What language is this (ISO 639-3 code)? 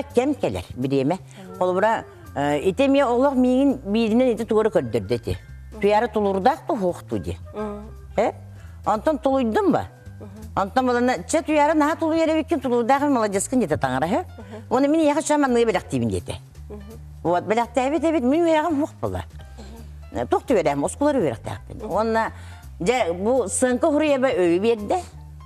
sah